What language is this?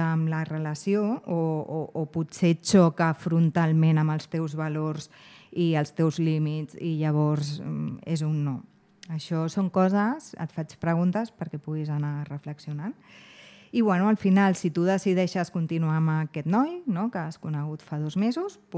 Catalan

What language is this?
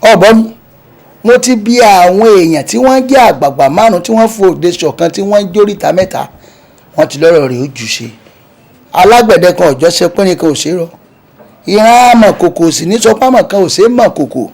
Yoruba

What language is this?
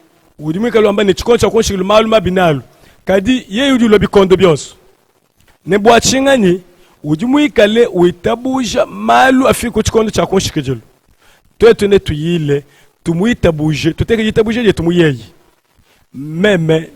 Luba-Lulua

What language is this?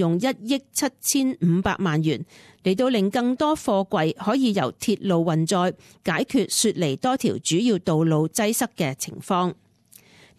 Cantonese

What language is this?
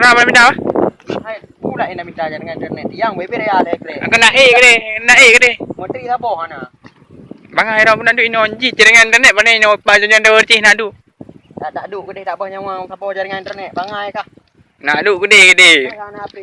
Achinese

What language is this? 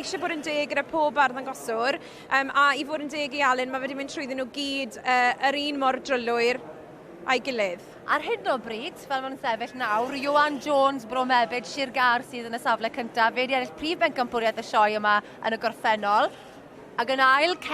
Welsh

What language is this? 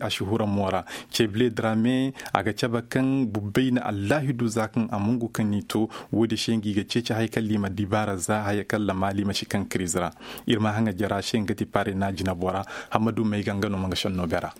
Koyraboro Senni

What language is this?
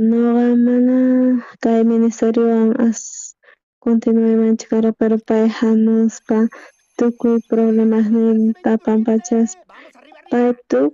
South Bolivian Quechua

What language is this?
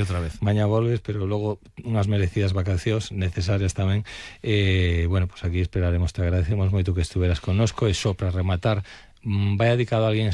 Galician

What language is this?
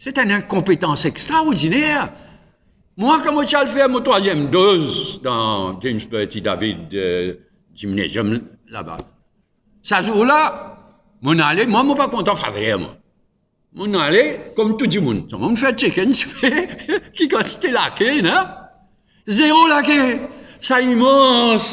Morisyen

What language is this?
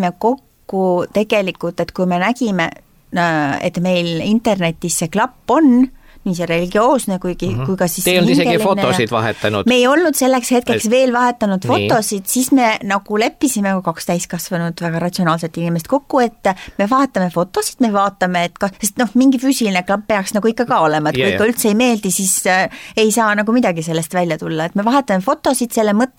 Estonian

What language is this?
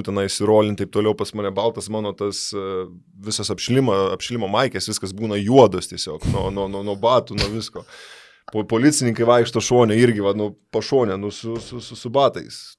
Lithuanian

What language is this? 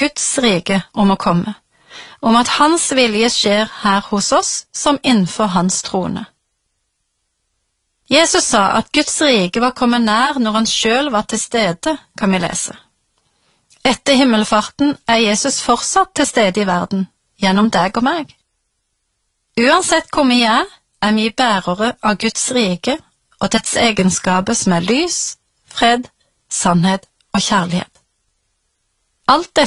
Norwegian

